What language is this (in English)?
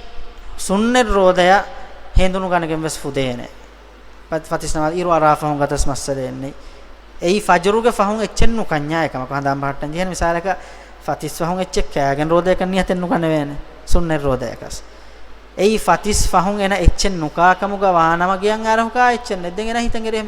Divehi